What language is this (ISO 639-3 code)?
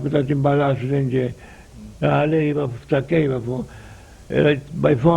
pap